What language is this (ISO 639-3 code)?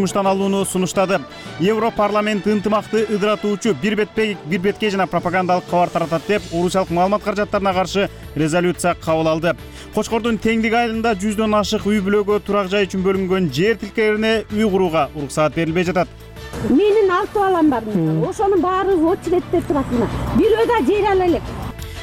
kir